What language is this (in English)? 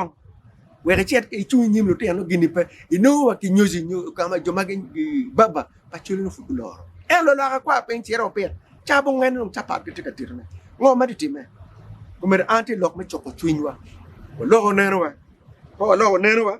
Acoli